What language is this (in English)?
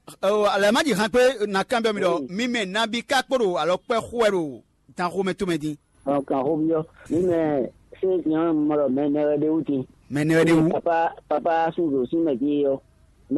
Fon